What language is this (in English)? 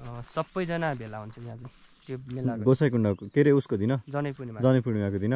Nepali